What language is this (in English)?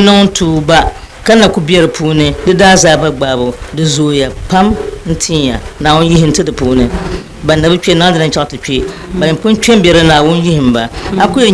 Dagbani